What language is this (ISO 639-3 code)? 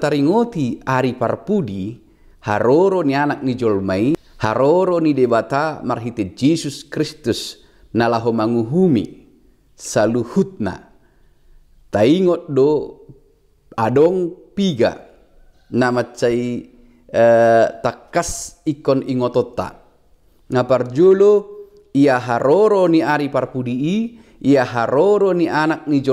bbc